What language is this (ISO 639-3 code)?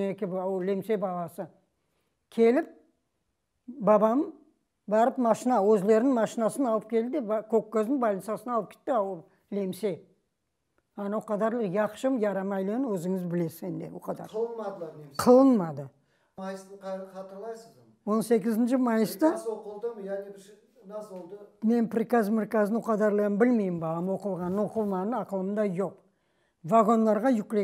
crh